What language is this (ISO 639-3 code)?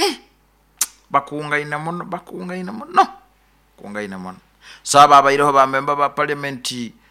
nyo